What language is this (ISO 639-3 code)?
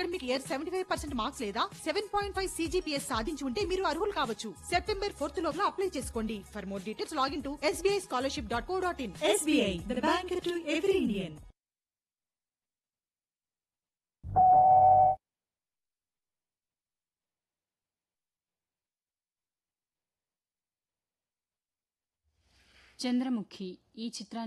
tel